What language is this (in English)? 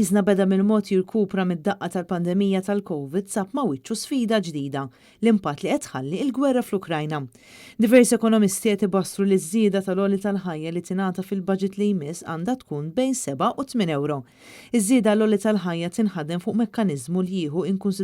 Maltese